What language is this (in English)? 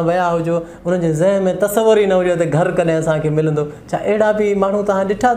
Sindhi